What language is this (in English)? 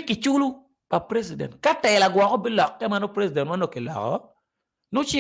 Acoli